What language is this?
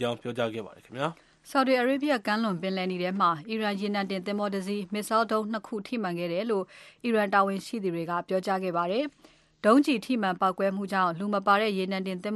Burmese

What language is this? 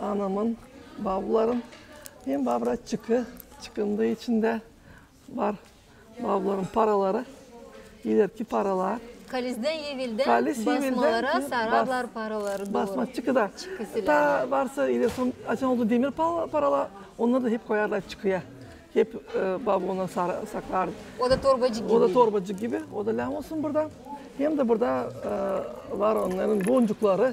Gagauz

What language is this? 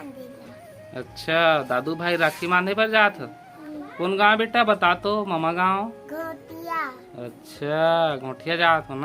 Chhattisgarhi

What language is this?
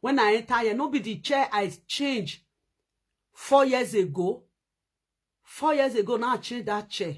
Nigerian Pidgin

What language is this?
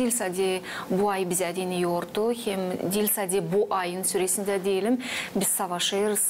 Gagauz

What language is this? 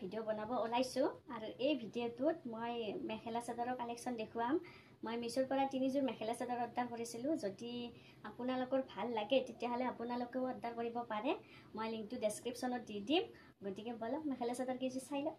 Assamese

